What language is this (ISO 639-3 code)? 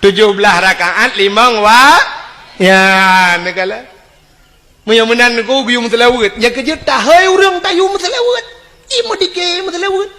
ace